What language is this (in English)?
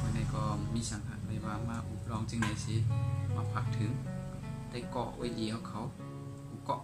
Shan